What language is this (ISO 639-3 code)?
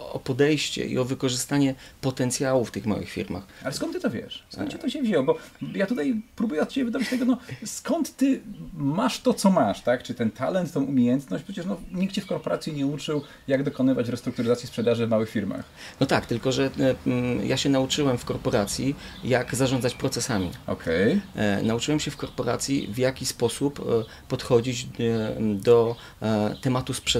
pol